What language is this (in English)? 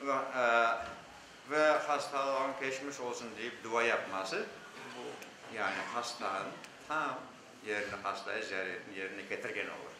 Crimean Tatar